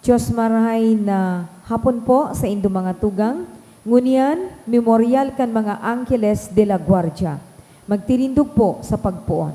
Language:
Bikol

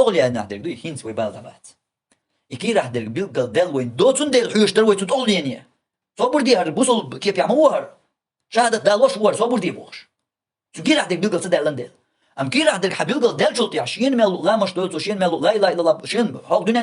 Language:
Chechen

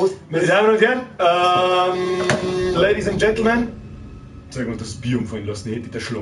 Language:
Bavarian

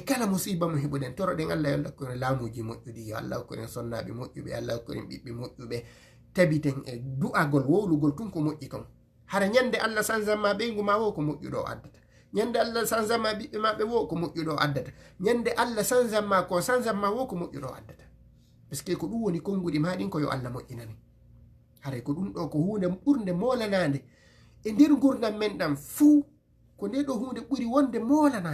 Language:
Fula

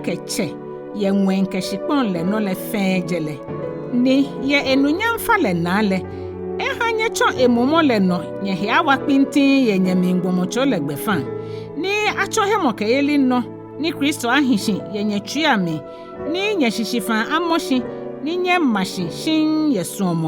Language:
Ga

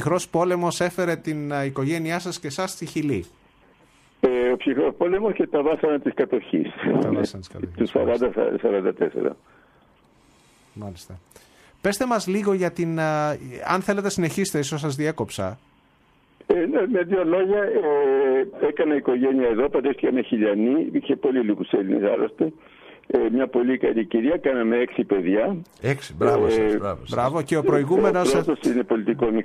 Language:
Greek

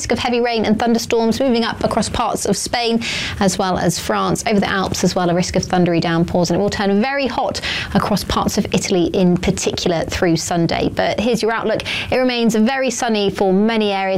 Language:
English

